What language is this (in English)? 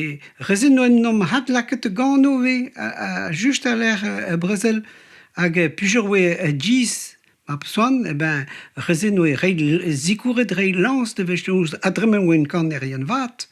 Breton